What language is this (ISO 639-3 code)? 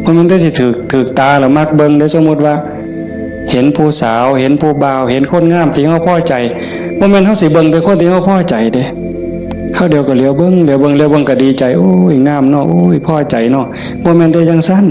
tts